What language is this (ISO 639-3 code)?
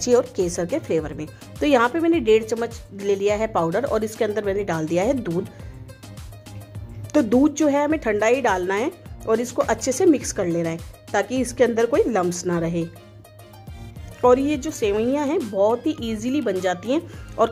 hin